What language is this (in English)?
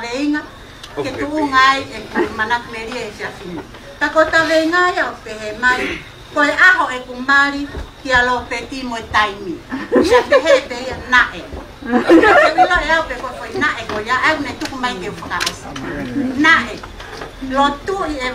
Tongan